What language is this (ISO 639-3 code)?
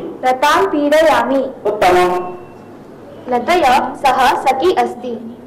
san